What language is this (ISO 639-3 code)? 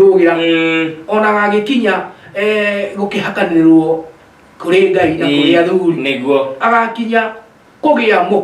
kik